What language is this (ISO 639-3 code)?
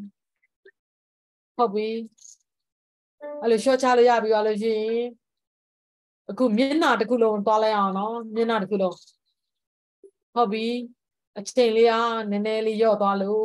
mya